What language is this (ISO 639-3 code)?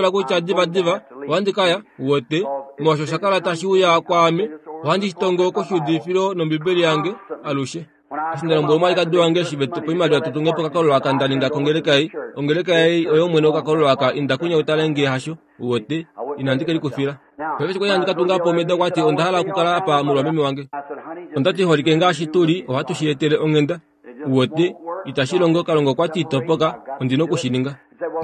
kua